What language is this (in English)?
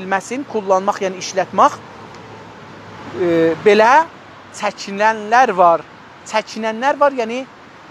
South Azerbaijani